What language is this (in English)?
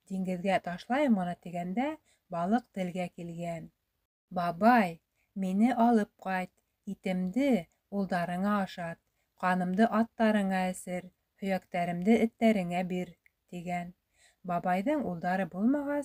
Bashkir